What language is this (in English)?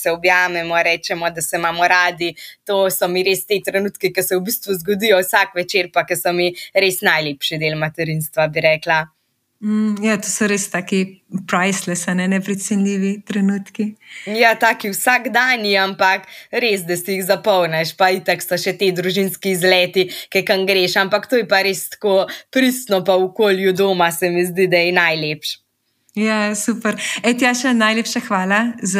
Slovenian